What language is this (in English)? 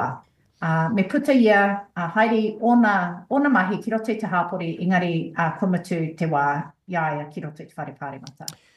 Māori